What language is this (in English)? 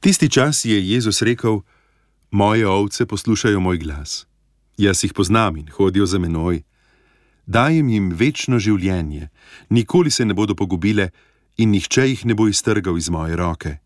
Slovenian